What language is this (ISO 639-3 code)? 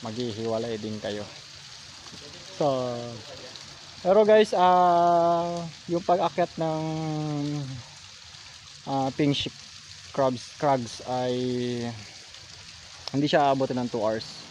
fil